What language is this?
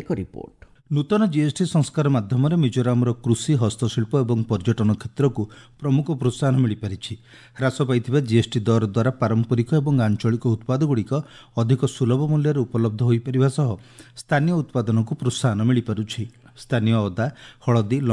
Odia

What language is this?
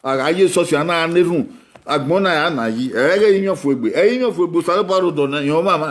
Bini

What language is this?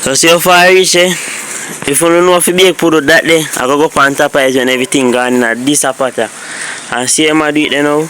Jamaican Creole English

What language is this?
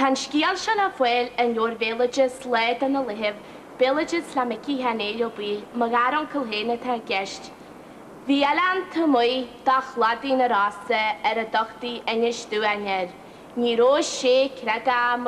Irish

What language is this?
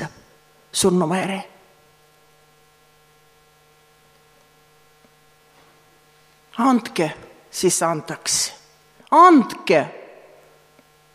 Estonian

